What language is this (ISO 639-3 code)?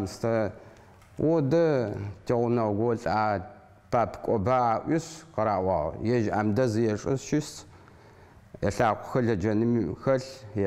ady